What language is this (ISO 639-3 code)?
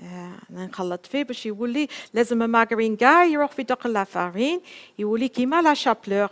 arq